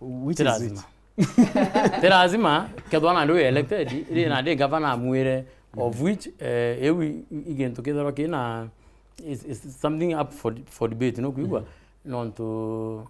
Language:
Meru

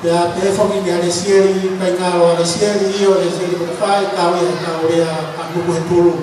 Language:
Tongan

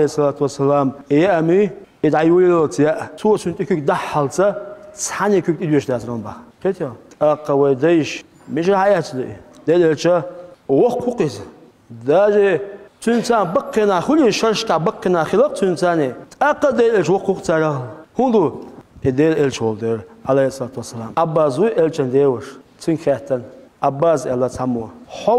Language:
Chechen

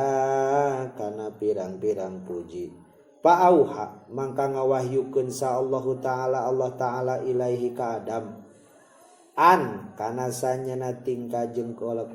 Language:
Sundanese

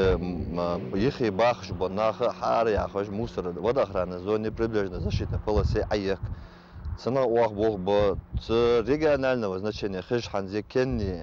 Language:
Ingush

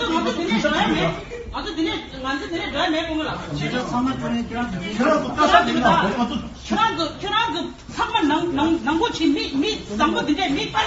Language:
Tibetan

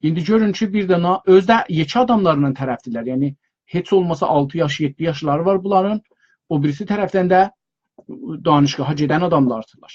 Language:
South Azerbaijani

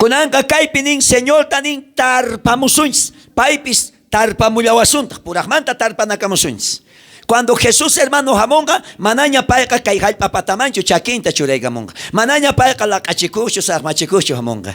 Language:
South Bolivian Quechua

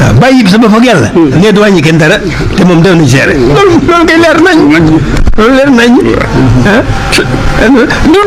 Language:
Wolof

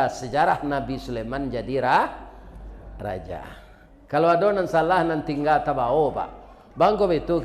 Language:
Minangkabau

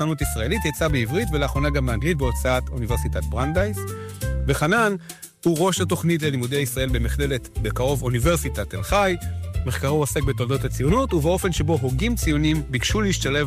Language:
Hebrew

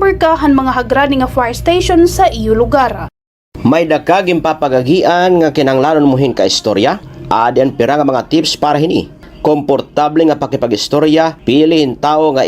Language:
Waray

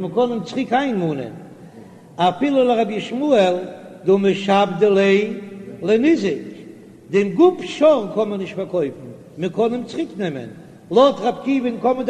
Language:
Yiddish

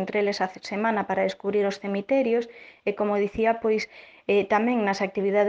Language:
Galician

